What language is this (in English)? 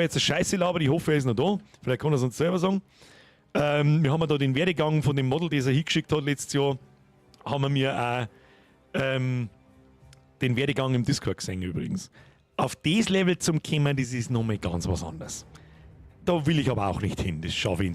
Bavarian